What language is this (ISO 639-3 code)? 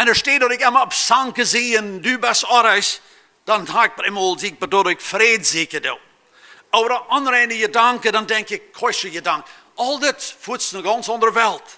pdt